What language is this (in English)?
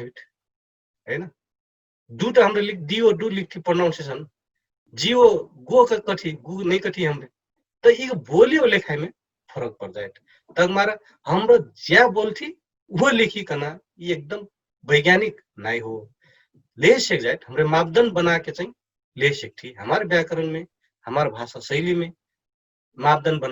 Dangaura Tharu